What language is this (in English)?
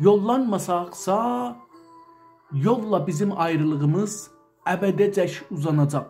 South Azerbaijani